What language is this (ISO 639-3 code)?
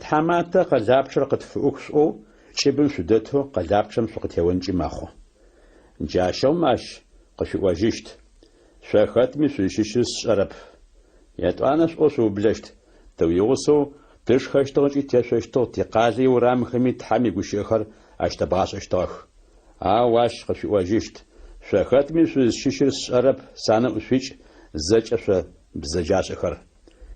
ady